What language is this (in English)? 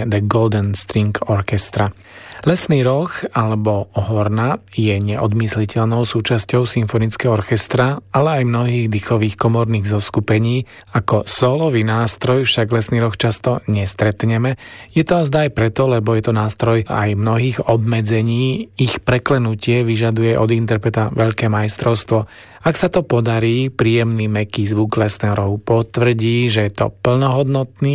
Slovak